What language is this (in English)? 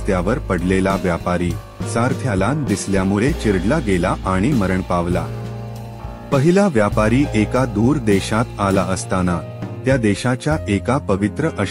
Marathi